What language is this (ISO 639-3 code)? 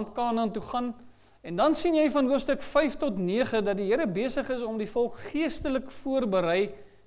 afr